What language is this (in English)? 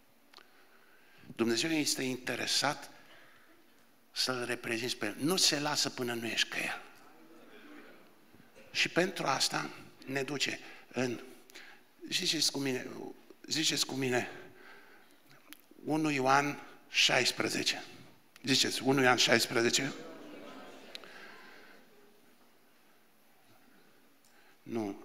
Romanian